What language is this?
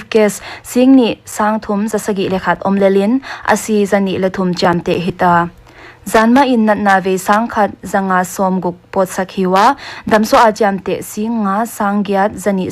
Paite Chin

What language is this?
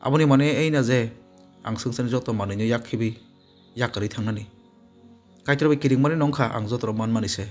Kok Borok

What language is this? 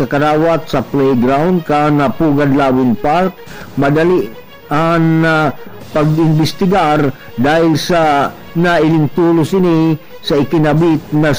Bikol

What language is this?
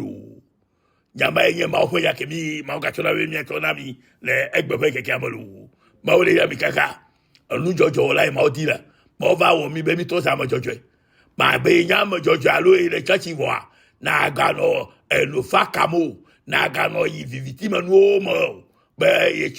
Ewe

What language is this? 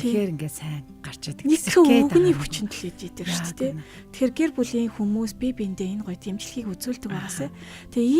Mongolian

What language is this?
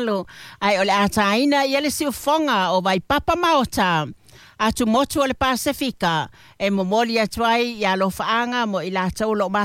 Samoan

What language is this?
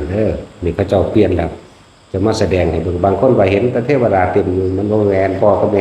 Northeastern Thai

